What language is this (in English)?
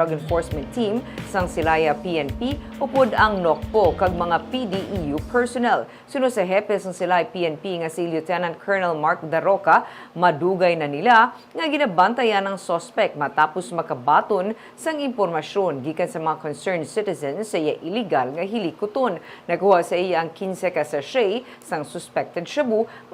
Hiligaynon